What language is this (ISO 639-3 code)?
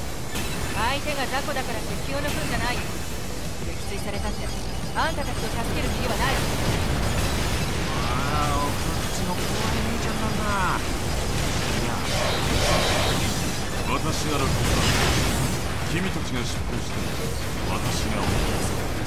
jpn